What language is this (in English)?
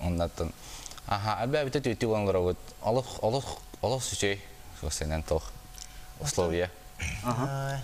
Yakut